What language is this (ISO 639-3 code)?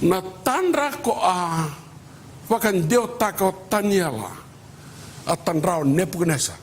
fij